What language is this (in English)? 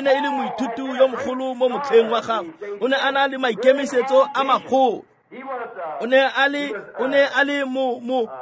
Tswana